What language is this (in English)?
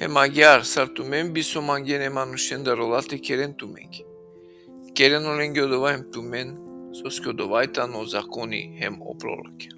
Balkan Romani